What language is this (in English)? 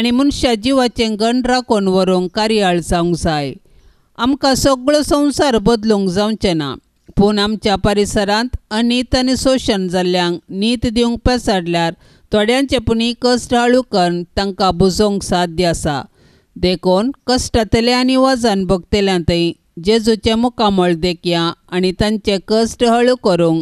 Konkani